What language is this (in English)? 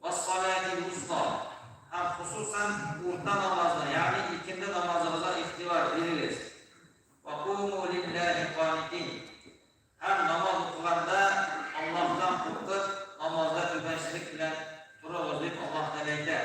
Tatar